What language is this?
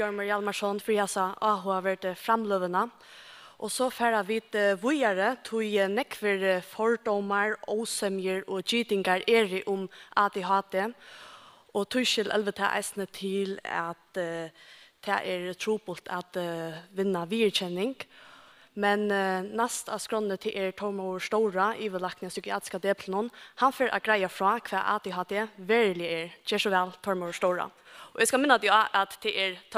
Faroese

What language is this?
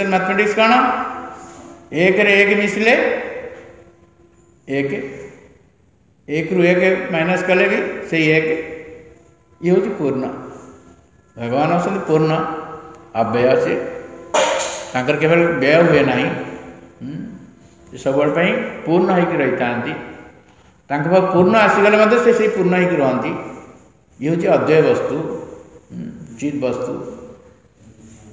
Odia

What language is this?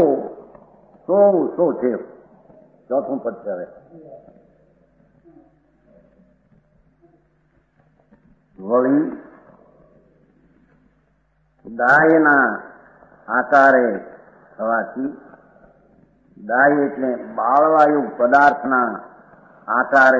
Gujarati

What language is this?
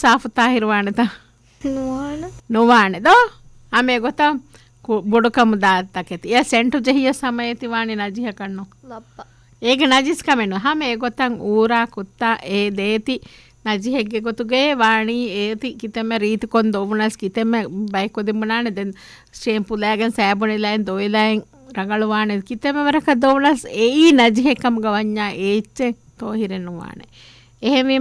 Divehi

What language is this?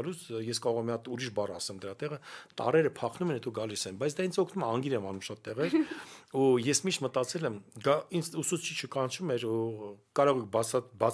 Armenian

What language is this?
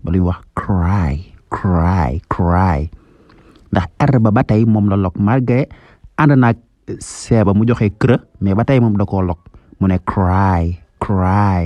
Wolof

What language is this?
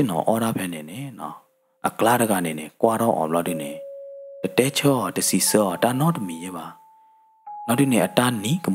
S'gaw Karen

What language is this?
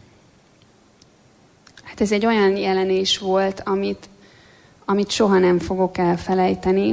Hungarian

